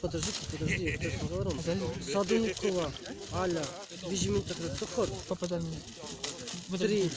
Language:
Chuvash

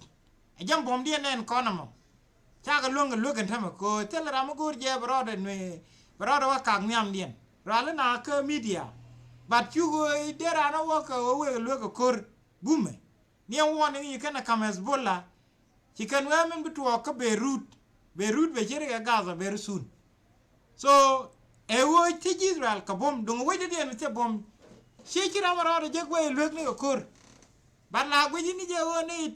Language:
Nuer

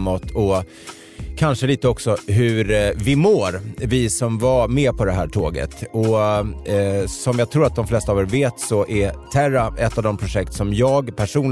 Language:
Swedish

